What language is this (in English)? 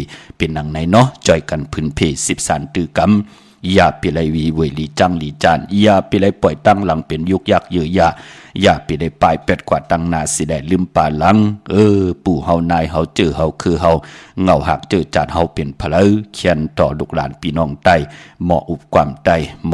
Shan